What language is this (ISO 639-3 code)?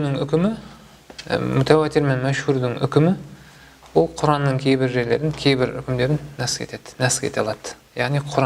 kaz